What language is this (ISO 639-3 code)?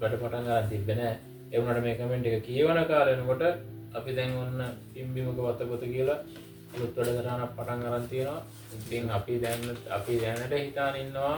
sin